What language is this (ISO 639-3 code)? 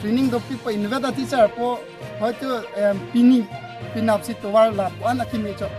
mjw